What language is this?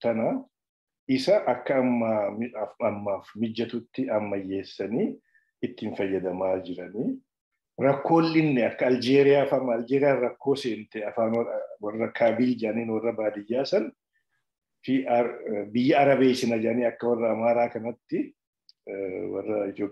Oromo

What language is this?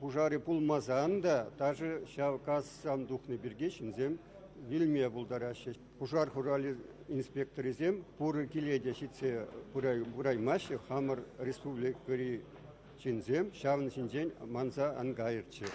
Chuvash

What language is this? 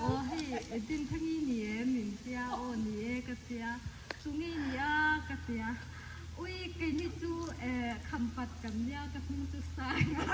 Mizo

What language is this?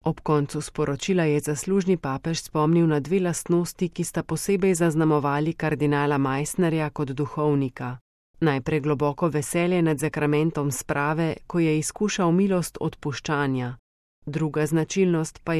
Slovenian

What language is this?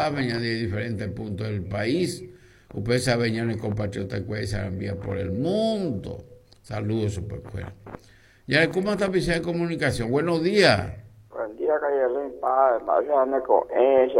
Guarani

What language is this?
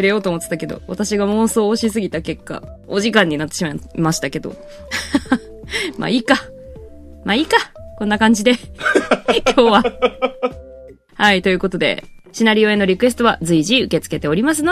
Japanese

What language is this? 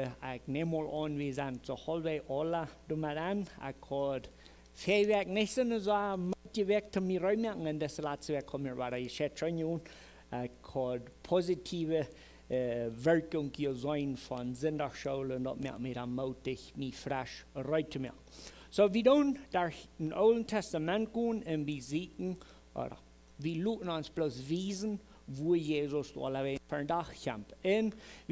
Plautdietsch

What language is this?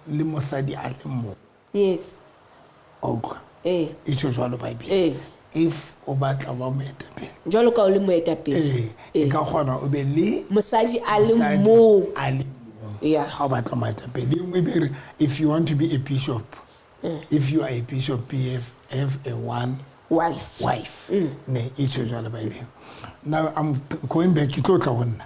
Southern Sotho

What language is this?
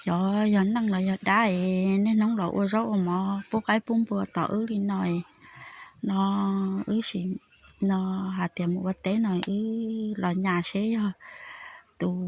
Hmong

